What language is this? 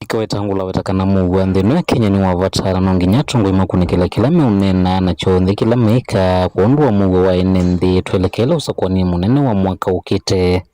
Kamba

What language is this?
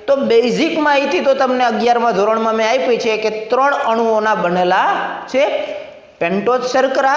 Gujarati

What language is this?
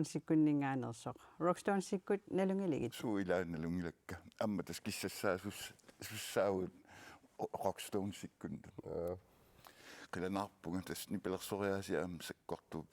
Kalaallisut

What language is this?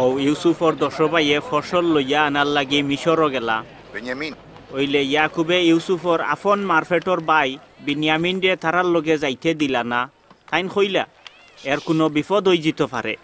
Sylheti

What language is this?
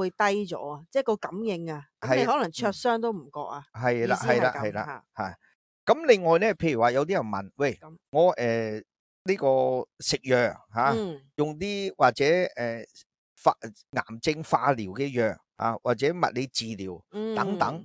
Cantonese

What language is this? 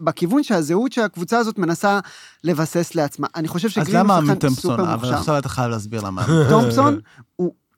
Hebrew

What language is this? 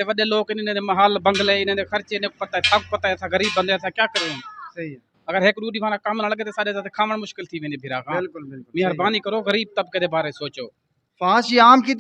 Saraiki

